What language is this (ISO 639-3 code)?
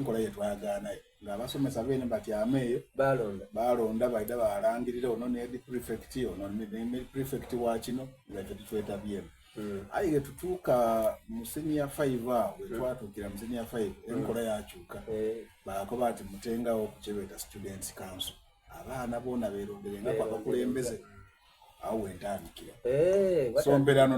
xog